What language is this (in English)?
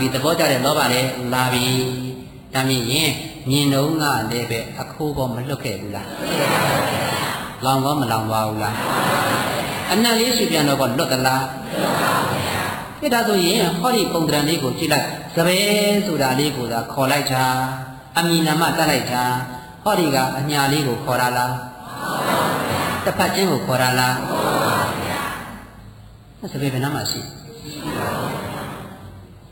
Burmese